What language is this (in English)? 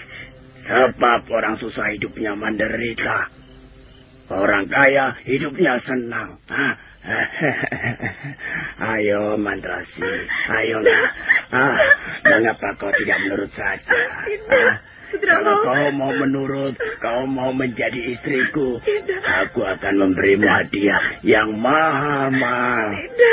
Indonesian